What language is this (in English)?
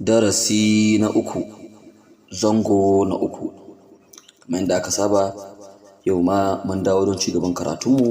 Hausa